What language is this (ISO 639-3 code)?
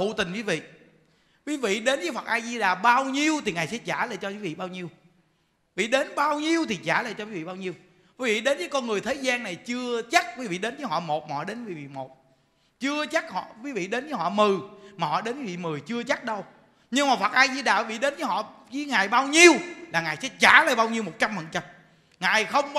vie